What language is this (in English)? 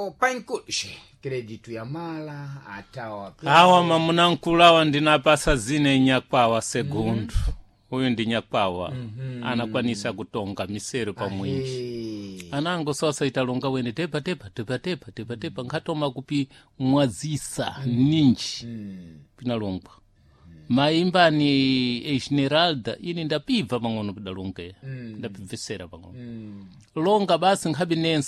Sena